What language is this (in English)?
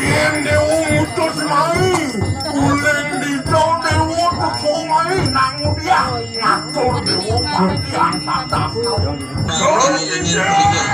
Balinese